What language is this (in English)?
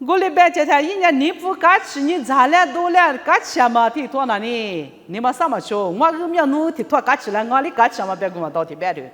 Lisu